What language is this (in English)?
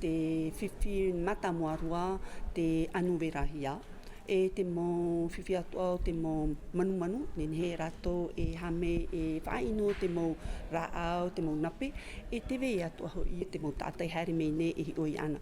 Tahitian